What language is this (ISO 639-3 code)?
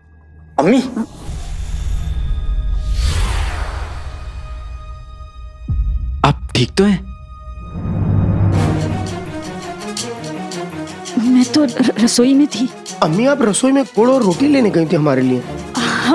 hin